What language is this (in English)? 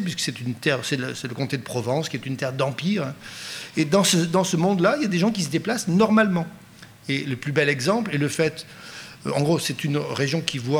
French